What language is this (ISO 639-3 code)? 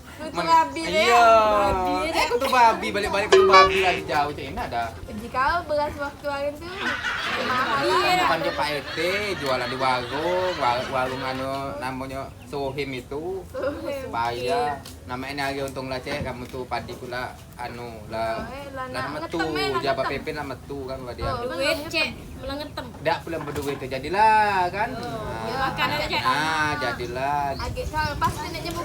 mui